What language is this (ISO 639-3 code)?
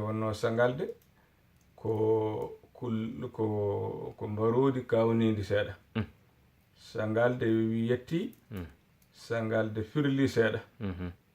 ful